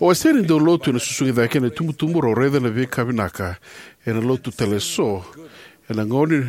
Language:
Fijian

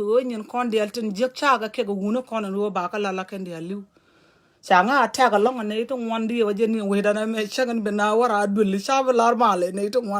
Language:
Nuer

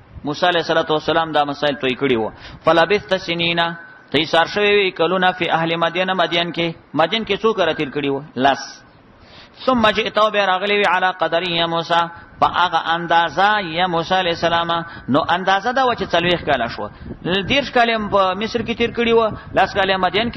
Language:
Pashto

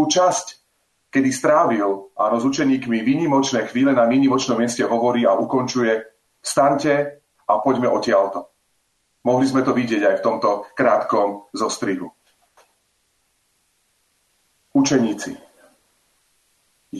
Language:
Slovak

